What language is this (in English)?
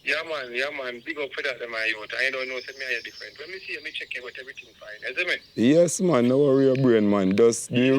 Jamaican Creole English